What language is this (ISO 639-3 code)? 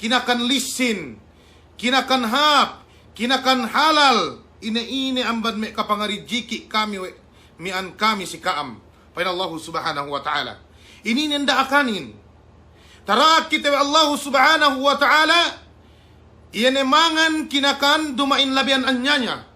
yka